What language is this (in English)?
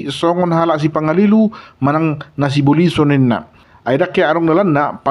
Batak Toba